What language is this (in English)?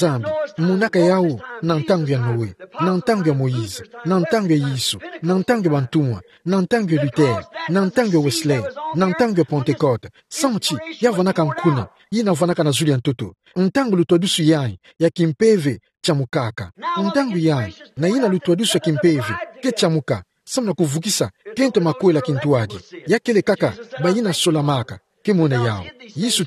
Kituba (Democratic Republic of Congo)